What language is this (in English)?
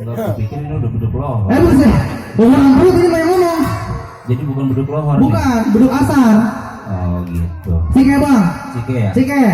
Betawi